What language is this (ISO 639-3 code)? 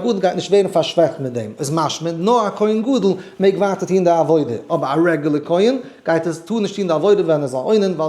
yid